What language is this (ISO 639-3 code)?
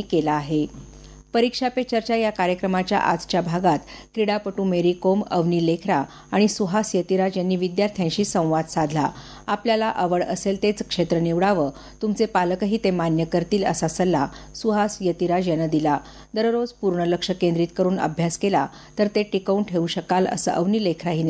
mar